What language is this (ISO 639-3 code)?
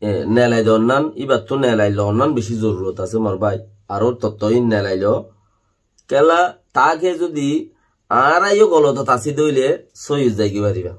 rhg